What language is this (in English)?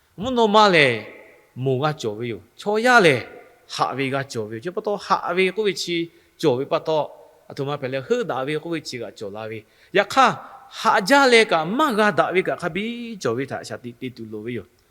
Lahu